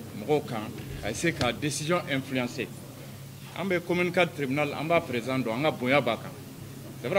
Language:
Bambara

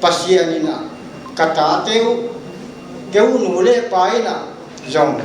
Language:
Paite Chin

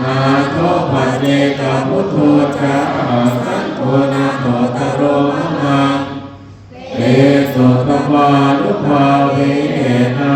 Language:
Pali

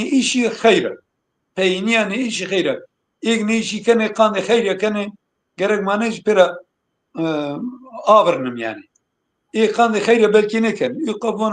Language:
Zaza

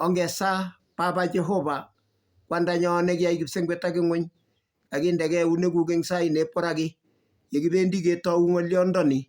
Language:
Kalenjin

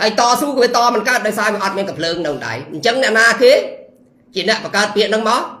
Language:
Khmer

